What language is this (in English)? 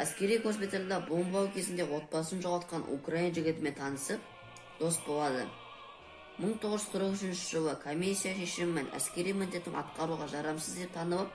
Kazakh